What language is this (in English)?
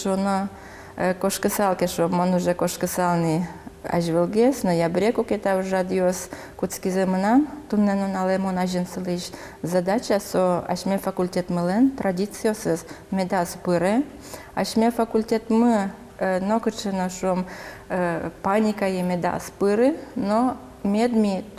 Udmurt